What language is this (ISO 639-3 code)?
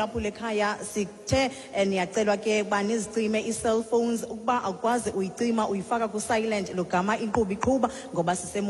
xho